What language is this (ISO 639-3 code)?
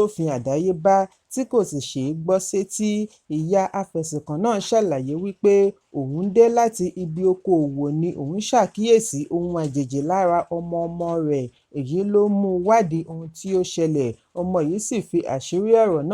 yor